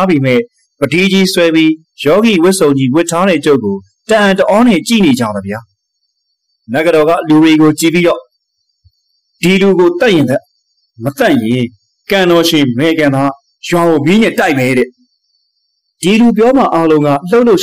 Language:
Burmese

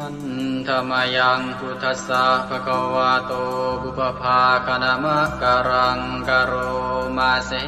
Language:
Pali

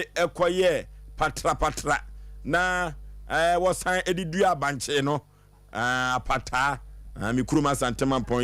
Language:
Akan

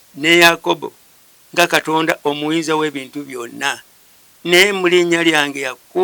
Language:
Ganda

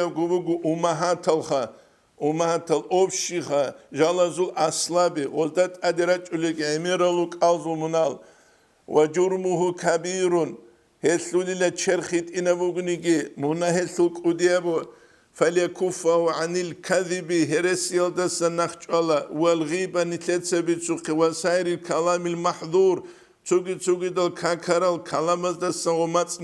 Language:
Avaric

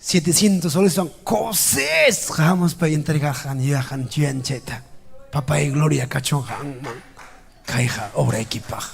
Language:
Ayacucho Quechua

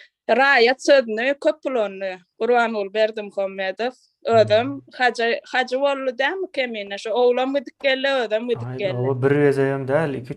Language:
Turkmen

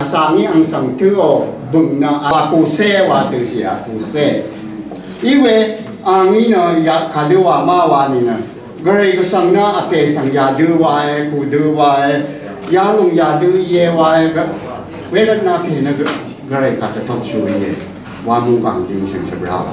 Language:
Rawang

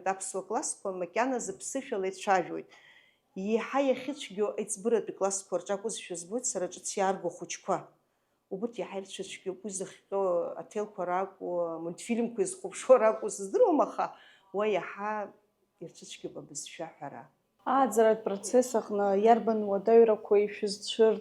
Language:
Abkhazian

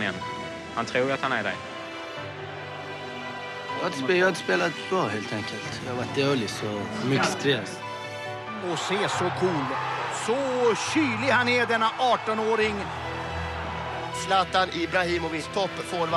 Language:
Swedish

